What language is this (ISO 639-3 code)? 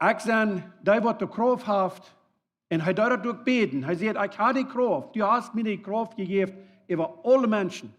pdt